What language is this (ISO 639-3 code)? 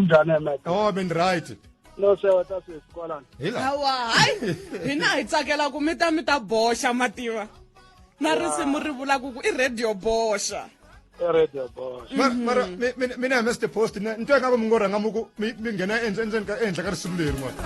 tso